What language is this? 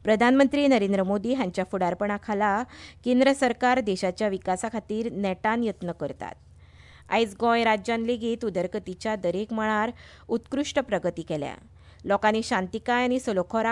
Konkani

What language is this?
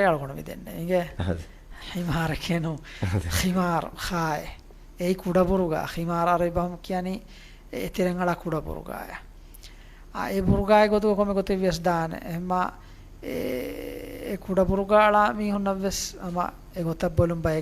Divehi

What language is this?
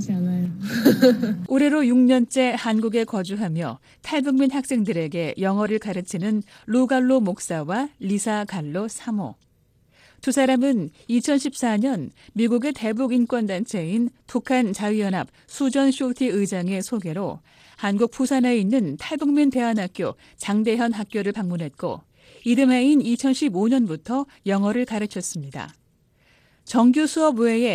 Korean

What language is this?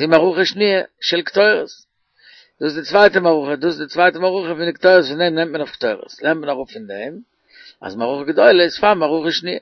Yiddish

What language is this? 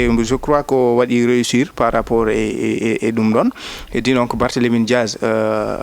Fula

